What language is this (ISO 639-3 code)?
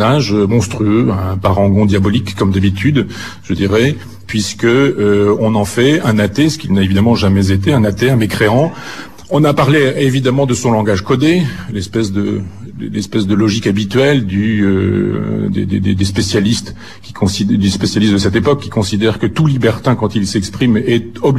fra